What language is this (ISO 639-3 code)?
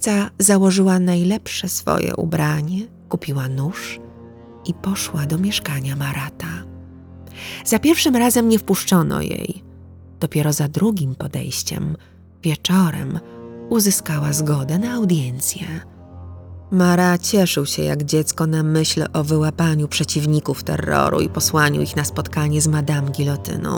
pol